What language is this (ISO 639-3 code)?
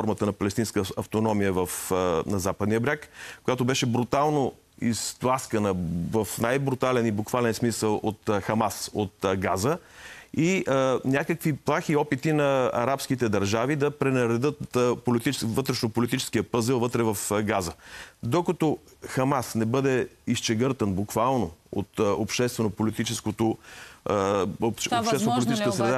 bul